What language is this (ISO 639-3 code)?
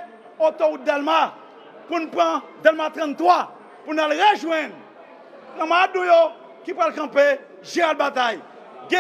hat